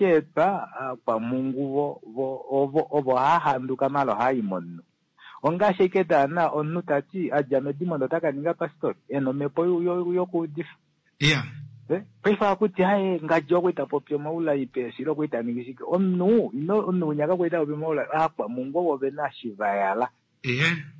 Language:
Kuanyama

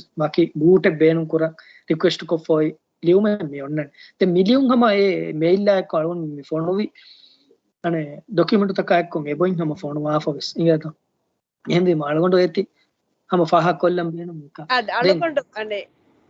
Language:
Divehi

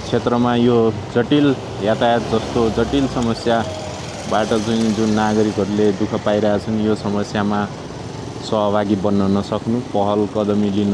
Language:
Nepali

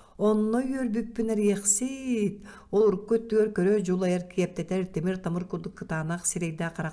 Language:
Yakut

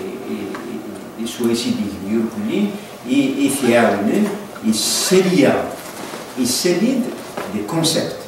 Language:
Kabyle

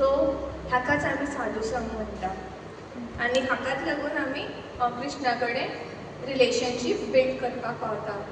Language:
Konkani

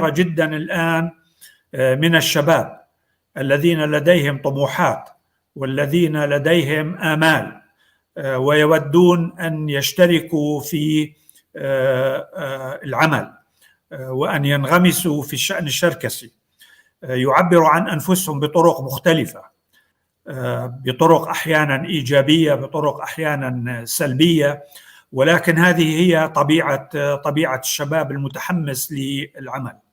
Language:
North Levantine Arabic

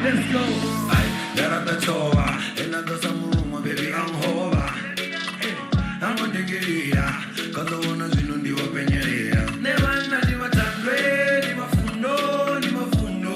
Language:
Venda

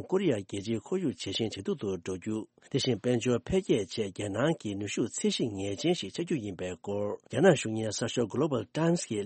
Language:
Tibetan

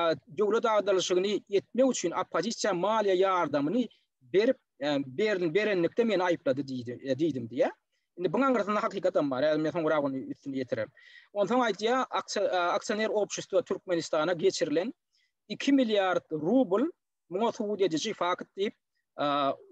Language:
Turkmen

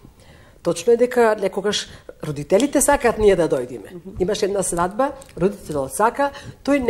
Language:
Macedonian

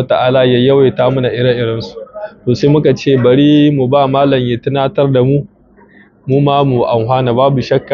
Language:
Hausa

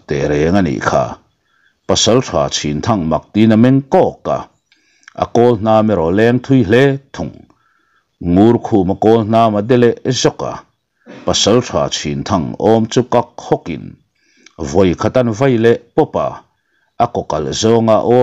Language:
Mizo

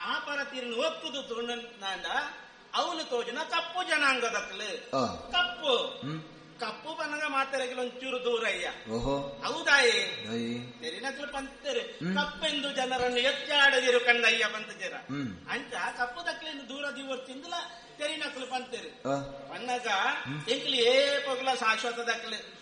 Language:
Tulu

